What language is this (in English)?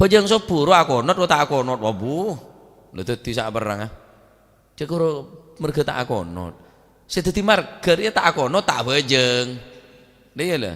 Madurese